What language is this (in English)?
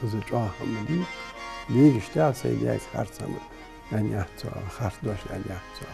Ingush